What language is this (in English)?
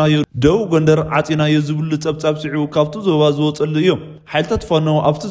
Tigrinya